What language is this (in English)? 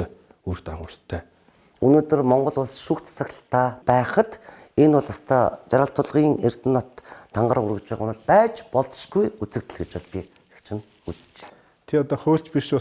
Mongolian